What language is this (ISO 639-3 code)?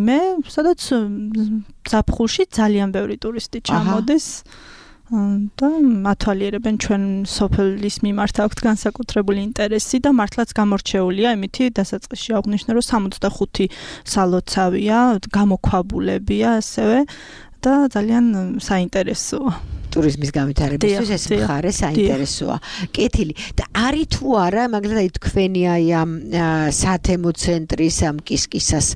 kat